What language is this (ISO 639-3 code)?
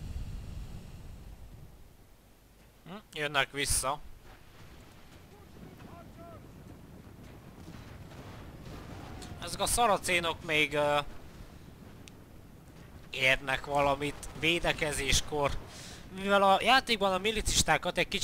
hun